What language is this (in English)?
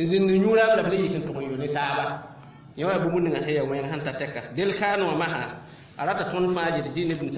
Mossi